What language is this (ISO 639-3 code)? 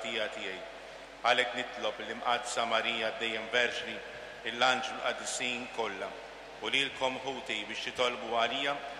mlt